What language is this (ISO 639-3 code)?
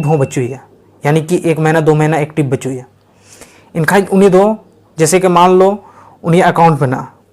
sat